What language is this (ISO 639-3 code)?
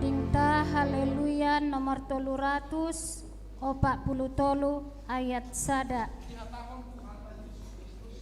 bts